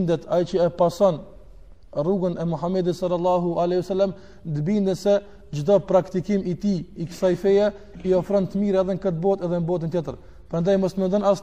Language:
Albanian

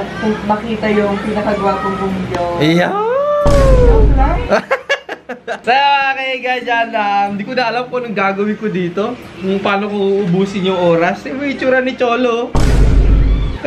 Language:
Filipino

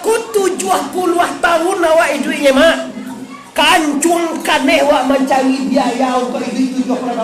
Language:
Minangkabau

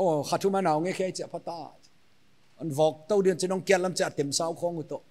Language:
Paite Chin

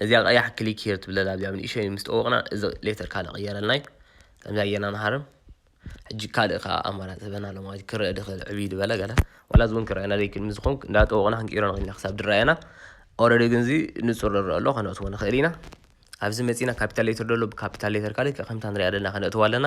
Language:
Tigrinya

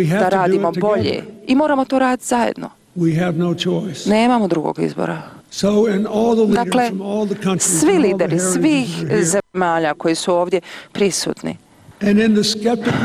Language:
Bosnian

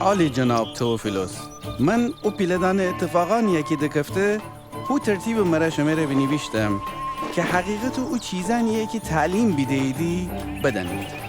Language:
Gilaki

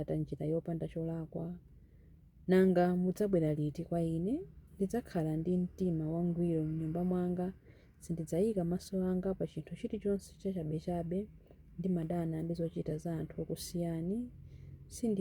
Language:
Nyanja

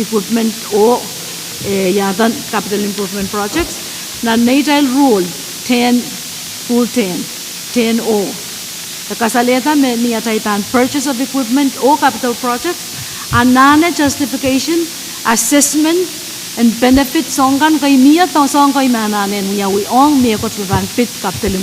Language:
Pohnpeian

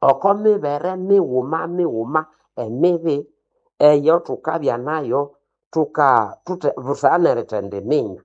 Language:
Nande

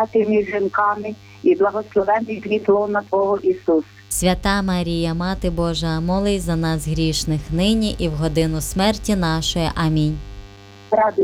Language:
Ukrainian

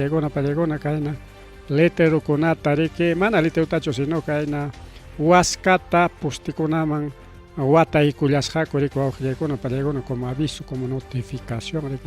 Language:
Ayacucho Quechua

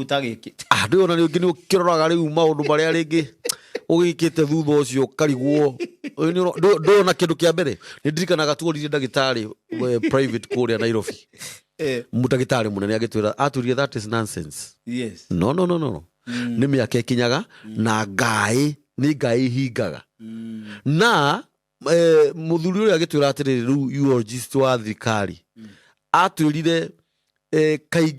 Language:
Kikuyu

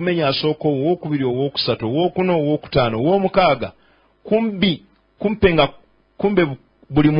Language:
Ganda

